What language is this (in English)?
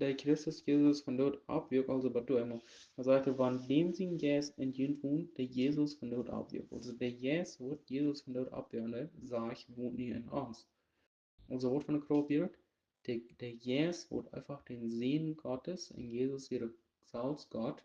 Plautdietsch